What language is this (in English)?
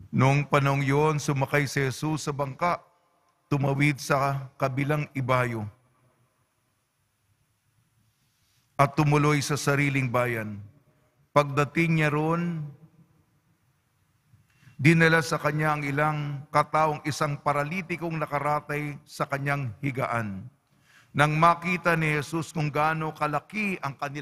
Filipino